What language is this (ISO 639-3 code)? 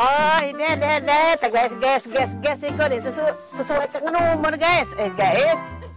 mui